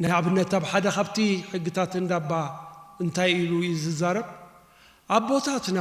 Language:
Tigrinya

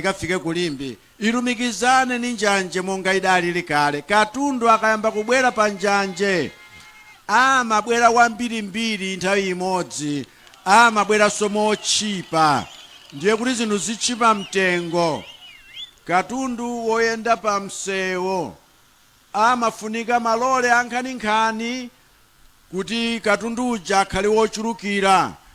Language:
Nyanja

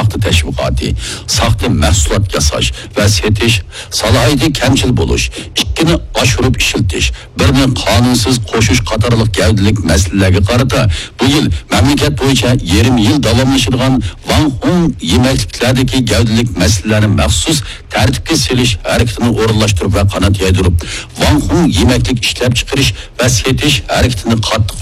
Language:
Uyghur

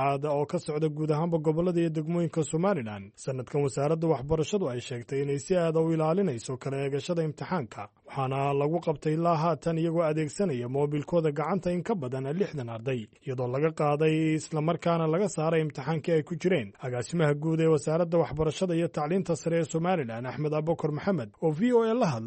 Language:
Somali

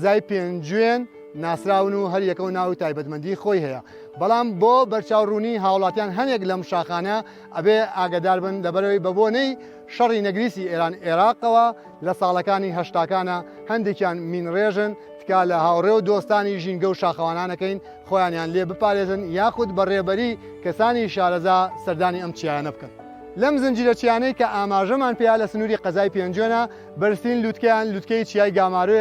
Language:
Central Kurdish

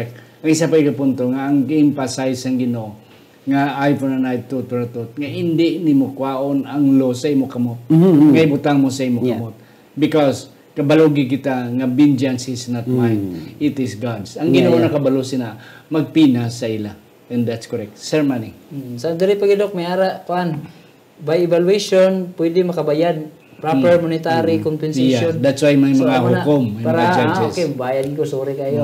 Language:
Hiligaynon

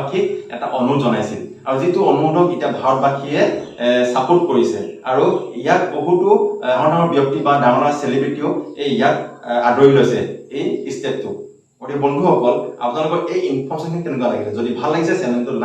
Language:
Assamese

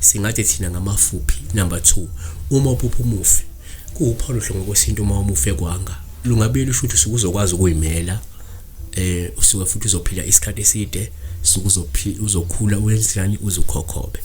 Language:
Zulu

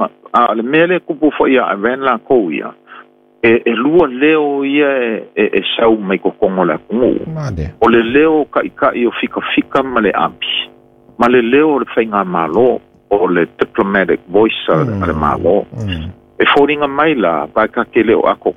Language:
Samoan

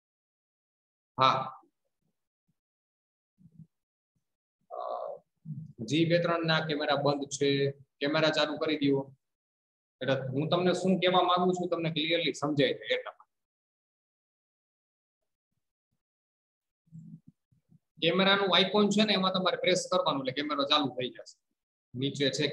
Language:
Gujarati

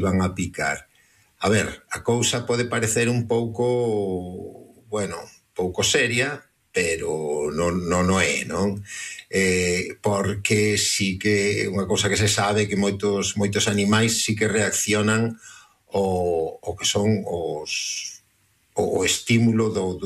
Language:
Galician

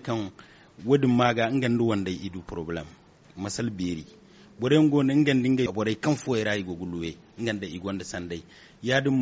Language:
Zarma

